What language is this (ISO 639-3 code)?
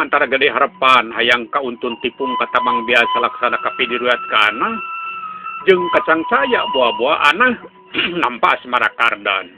sun